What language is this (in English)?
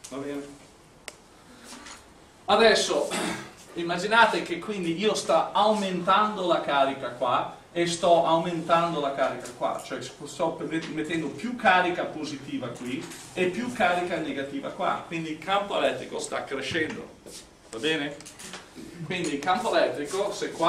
Italian